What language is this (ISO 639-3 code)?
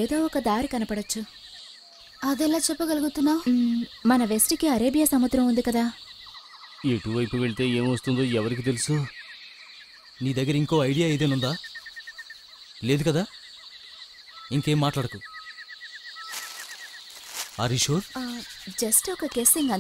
tel